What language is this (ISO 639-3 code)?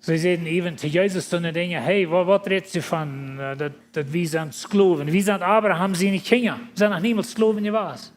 pdt